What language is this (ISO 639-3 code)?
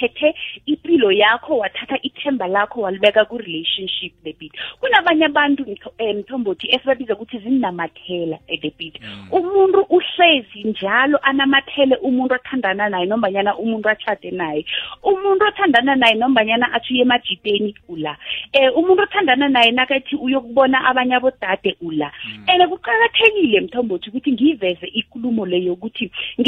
nbl